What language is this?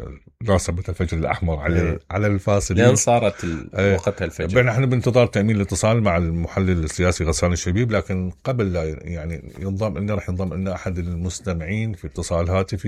Mesopotamian Arabic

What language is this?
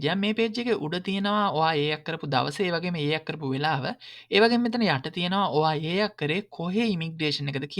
Sinhala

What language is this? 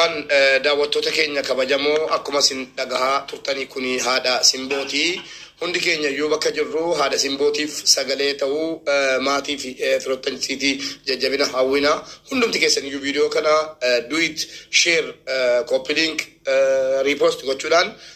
Oromo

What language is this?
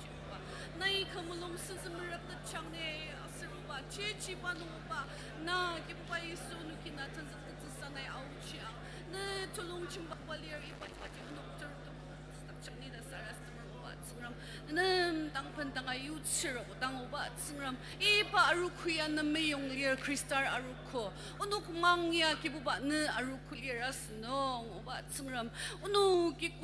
Ao Naga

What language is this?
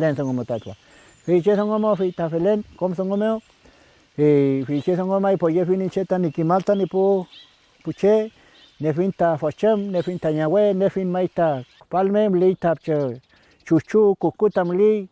Mapuche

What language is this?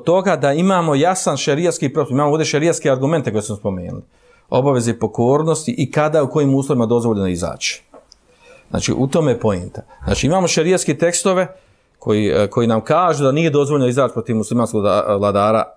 Bosnian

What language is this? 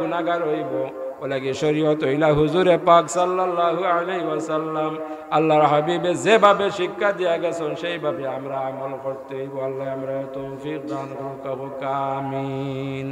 Sylheti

